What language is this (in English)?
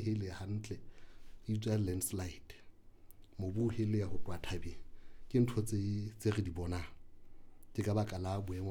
Southern Sotho